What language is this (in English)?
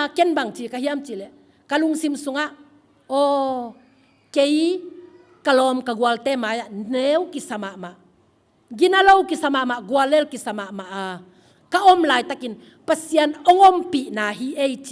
Tedim Chin